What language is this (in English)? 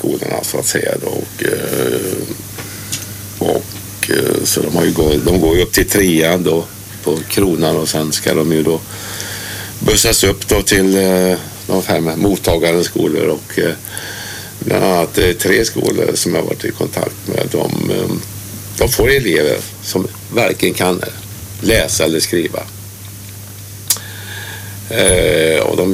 Swedish